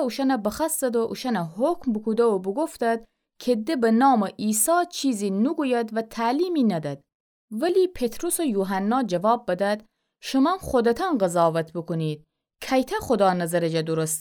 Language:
Gilaki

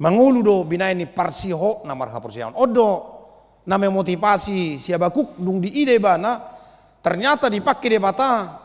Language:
Batak Toba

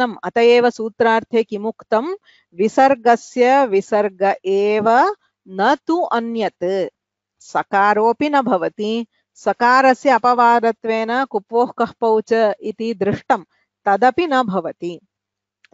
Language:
Sanskrit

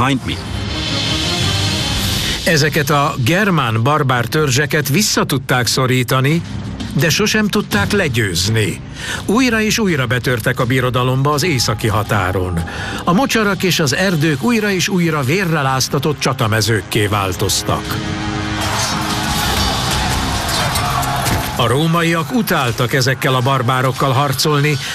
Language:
Hungarian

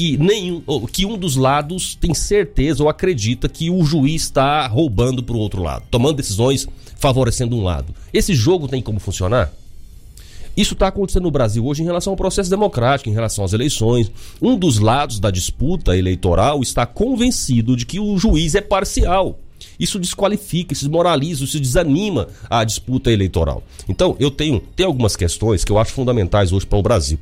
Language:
Portuguese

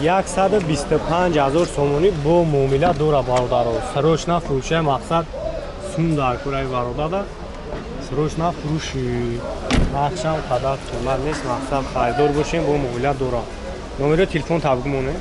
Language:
Tajik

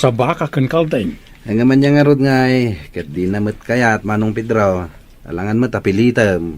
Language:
Iloko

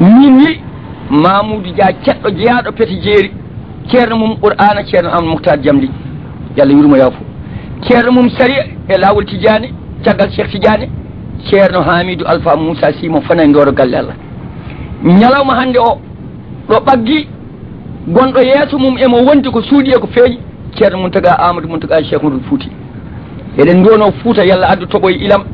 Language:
Fula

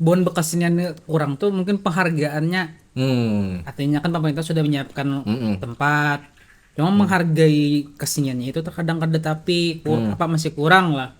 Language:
Banjar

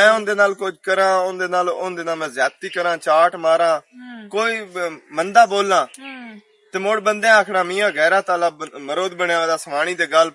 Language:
Western Panjabi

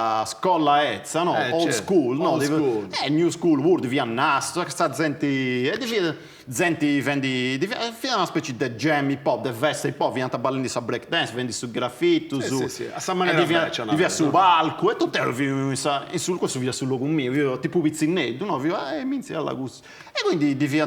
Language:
Sardinian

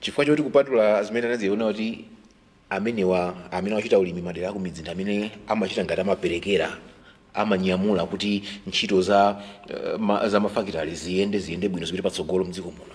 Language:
Nyanja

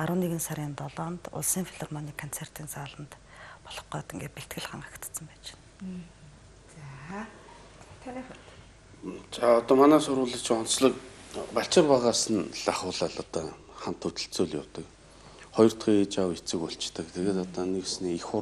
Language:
Mongolian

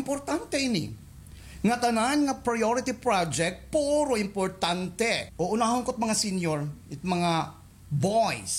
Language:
Waray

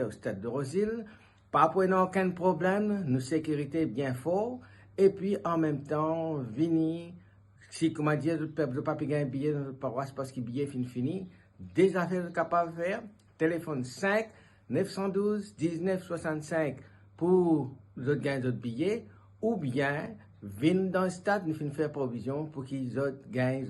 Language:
Morisyen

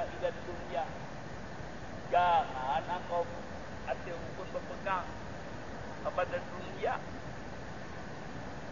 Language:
Malay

